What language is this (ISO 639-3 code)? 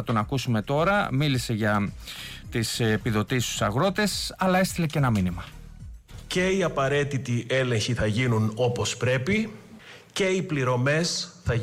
ell